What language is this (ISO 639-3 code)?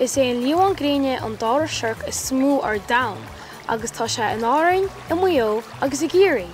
gle